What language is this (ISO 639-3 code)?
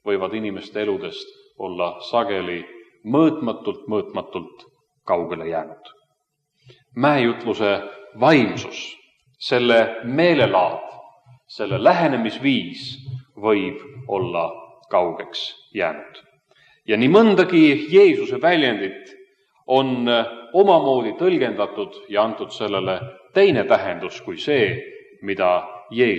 est